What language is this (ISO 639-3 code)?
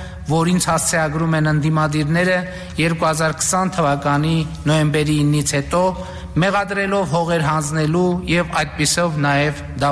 hye